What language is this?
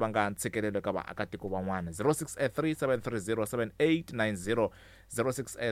Tsonga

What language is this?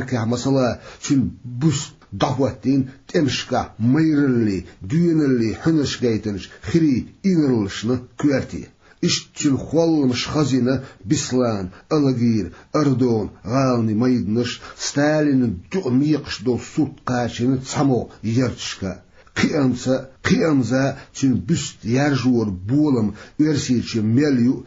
Chechen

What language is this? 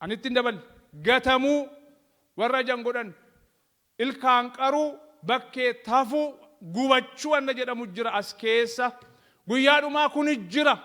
Oromo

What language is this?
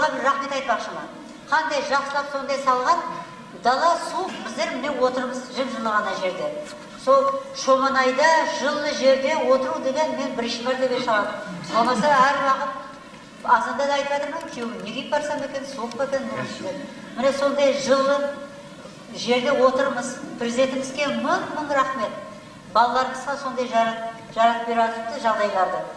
Kara-Kalpak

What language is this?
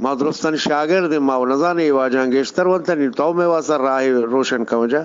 Eastern Balochi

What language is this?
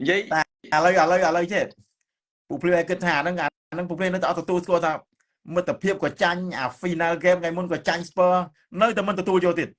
Khmer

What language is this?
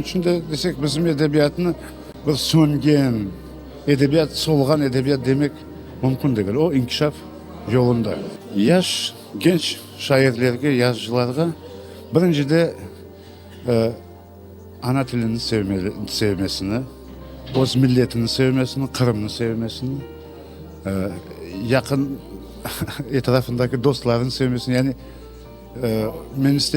Crimean Tatar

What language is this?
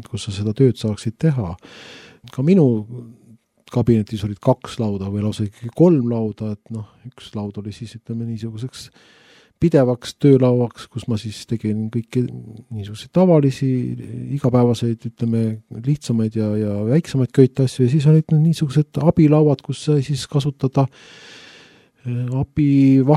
Estonian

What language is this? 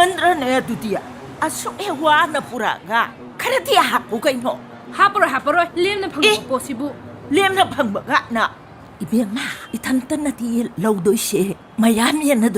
Manipuri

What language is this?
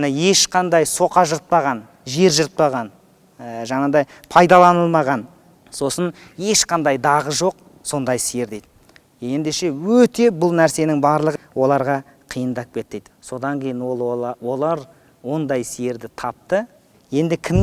Kazakh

